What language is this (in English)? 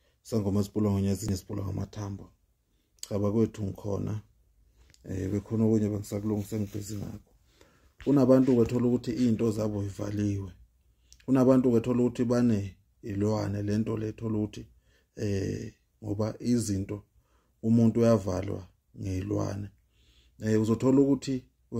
Zulu